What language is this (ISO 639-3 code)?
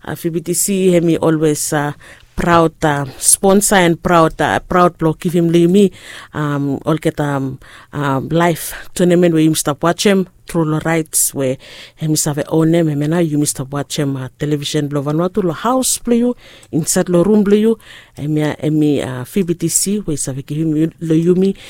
bis